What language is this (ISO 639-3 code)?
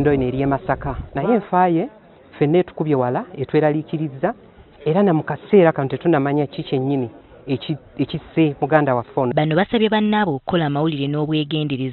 lug